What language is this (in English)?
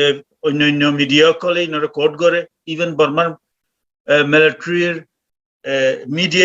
Rohingya